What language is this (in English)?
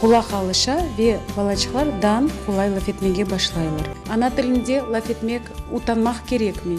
Crimean Tatar